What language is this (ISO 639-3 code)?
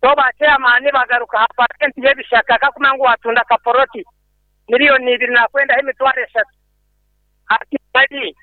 nyn